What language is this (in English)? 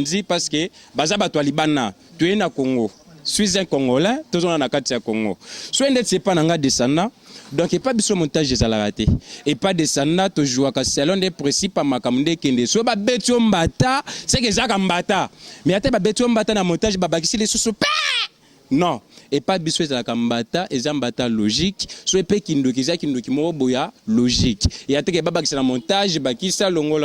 Lingala